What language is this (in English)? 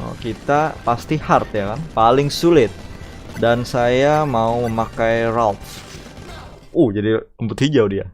Banjar